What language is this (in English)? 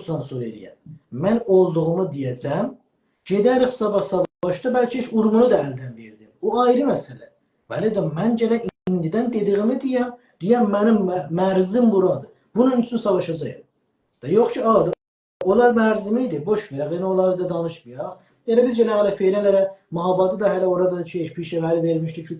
South Azerbaijani